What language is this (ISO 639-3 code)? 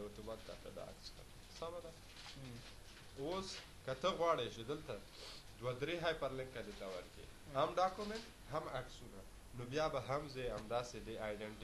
pus